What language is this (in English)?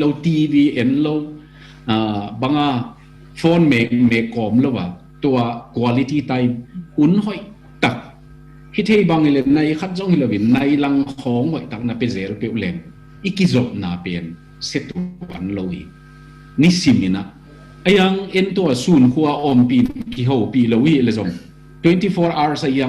Tedim Chin